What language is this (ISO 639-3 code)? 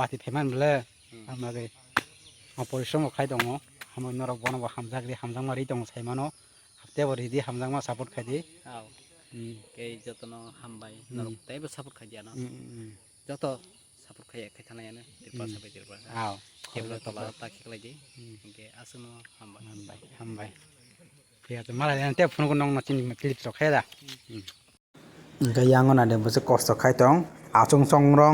trp